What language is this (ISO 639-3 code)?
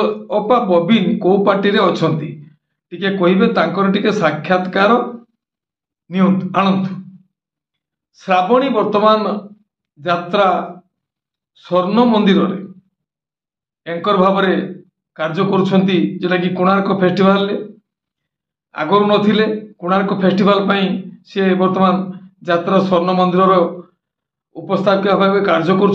ori